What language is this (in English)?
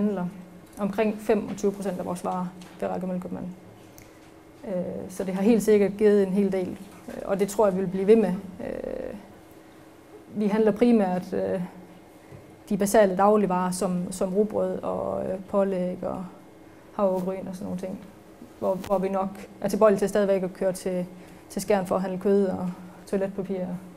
Danish